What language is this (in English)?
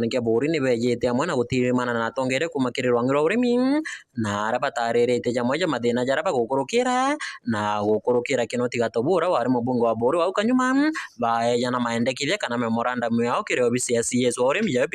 Meru